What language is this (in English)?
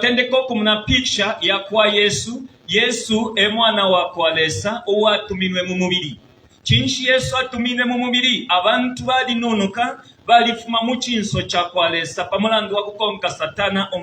Bemba